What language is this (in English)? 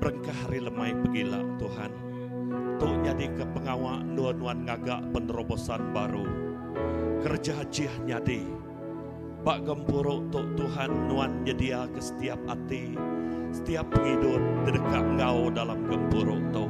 Iban